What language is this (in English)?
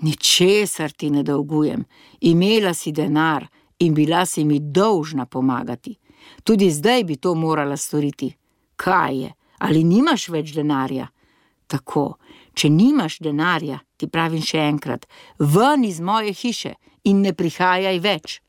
Slovenian